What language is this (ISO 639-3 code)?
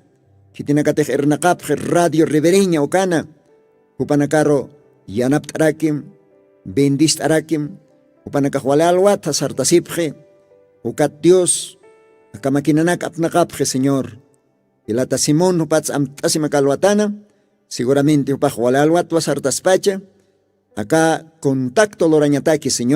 aym